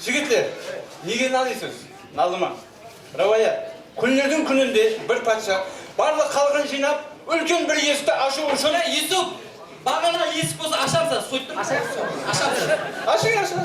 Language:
Kara-Kalpak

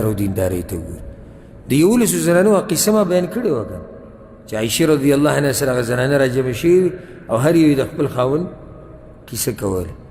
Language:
Pashto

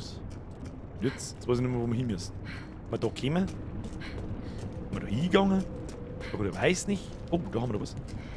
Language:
Bavarian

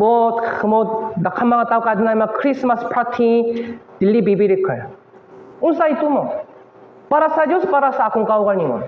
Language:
Cebuano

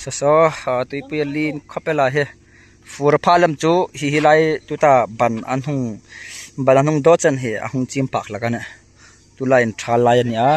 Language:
Hmar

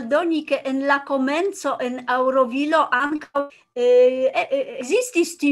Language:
Esperanto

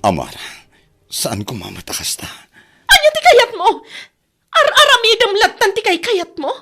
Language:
Iloko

